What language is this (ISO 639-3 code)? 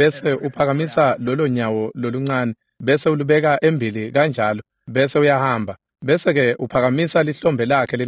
ssw